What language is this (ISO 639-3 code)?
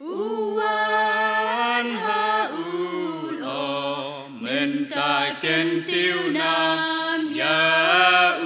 kha